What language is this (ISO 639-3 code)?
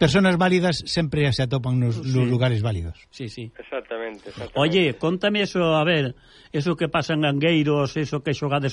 glg